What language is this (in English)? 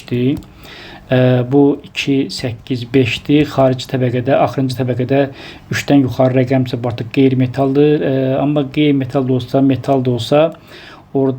Azerbaijani